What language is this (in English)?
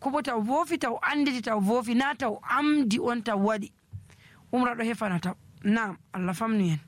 Nigerian Fulfulde